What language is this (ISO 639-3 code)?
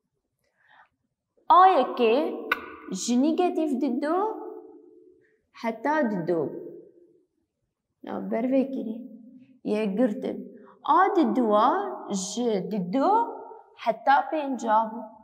kur